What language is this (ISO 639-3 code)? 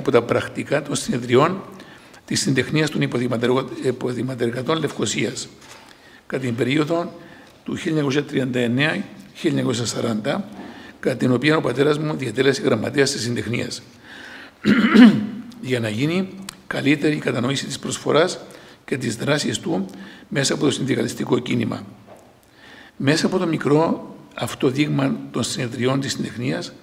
ell